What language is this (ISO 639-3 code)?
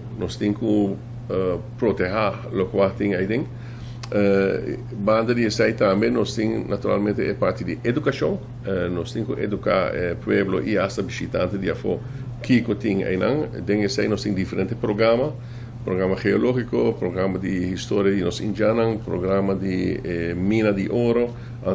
pap